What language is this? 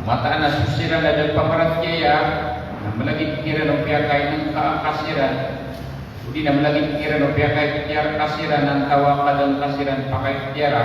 Maranao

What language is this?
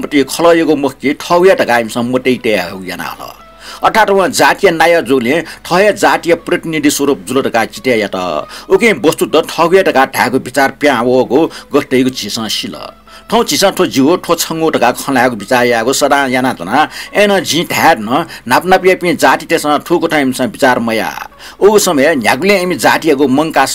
Newari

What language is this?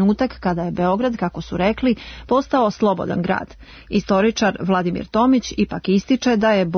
Serbian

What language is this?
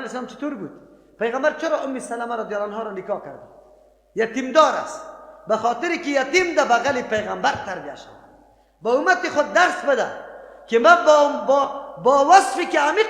Persian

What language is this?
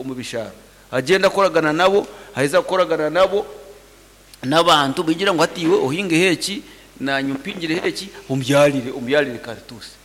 Nyankole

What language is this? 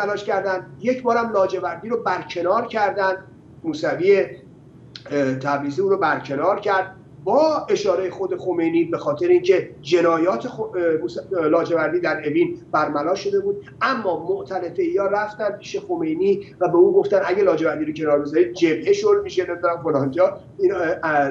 Persian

